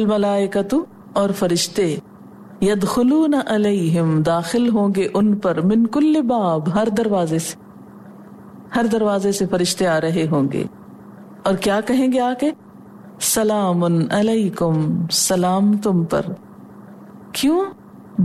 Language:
Urdu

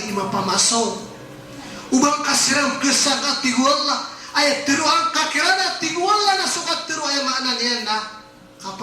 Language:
Maranao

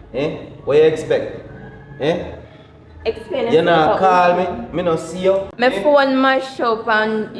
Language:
Jamaican Creole English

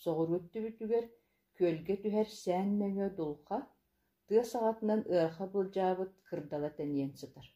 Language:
Yakut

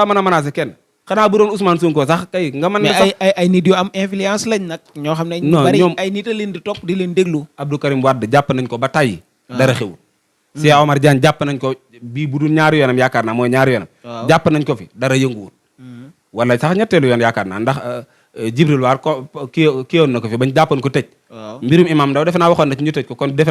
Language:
Wolof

